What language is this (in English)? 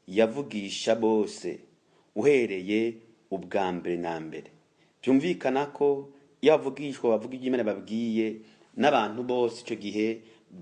Rundi